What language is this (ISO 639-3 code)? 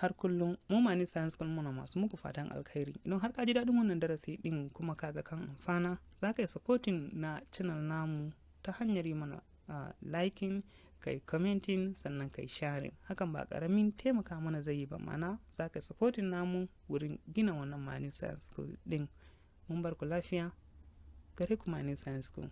hau